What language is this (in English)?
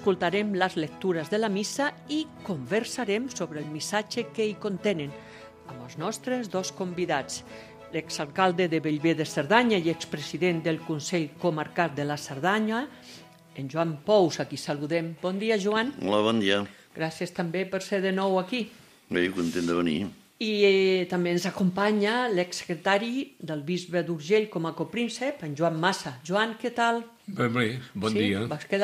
Catalan